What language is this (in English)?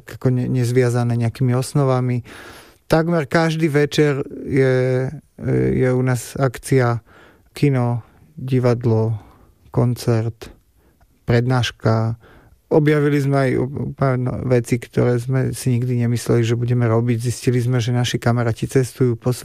Slovak